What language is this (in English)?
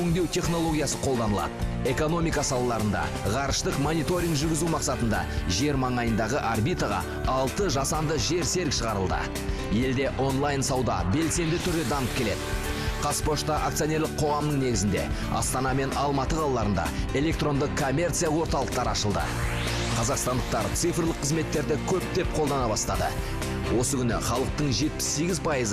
Kazakh